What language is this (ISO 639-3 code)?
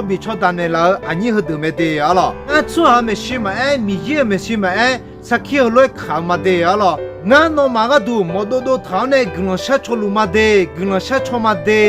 ahk